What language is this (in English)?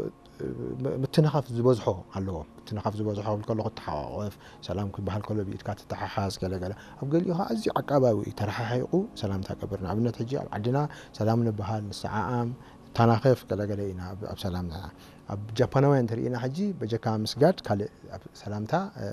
Tigrinya